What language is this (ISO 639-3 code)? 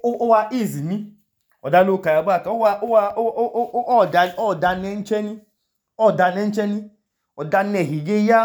idu